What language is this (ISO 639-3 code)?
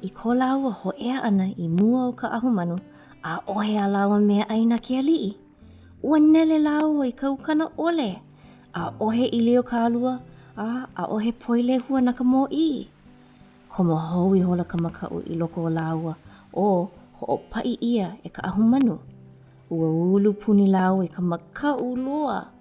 haw